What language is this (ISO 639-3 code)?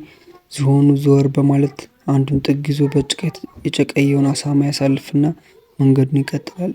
amh